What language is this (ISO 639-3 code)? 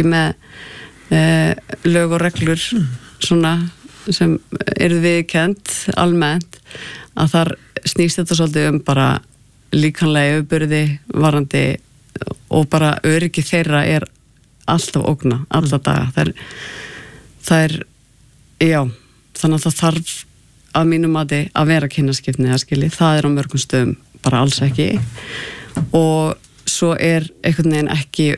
isl